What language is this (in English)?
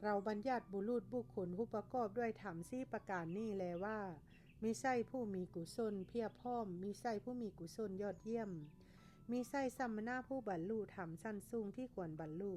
Lao